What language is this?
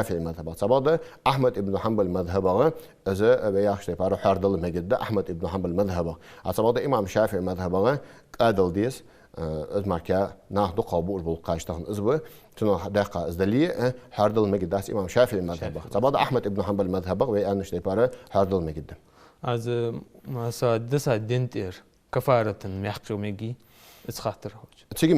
Ingush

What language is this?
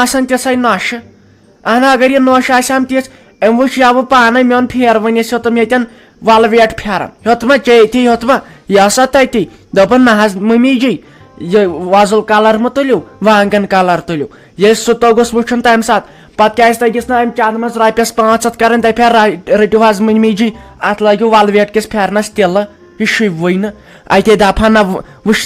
Kashmiri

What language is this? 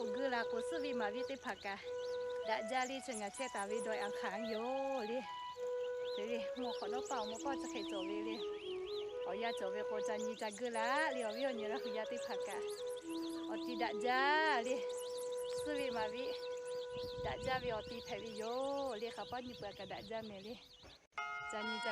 Lahu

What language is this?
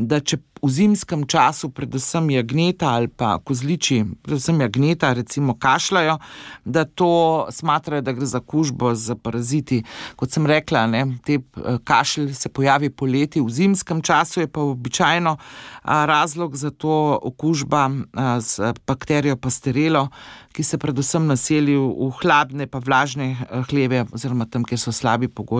Slovenian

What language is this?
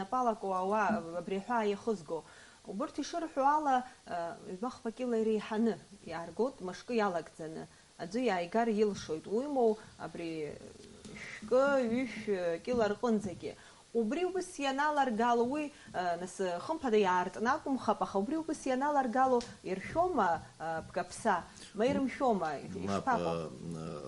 Abkhazian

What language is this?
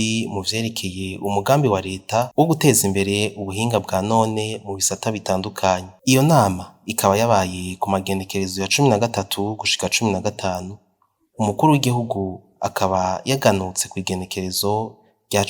Rundi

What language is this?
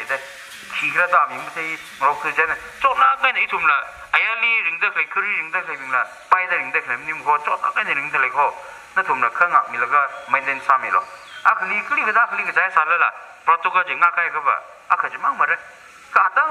Tangkhul Naga (India)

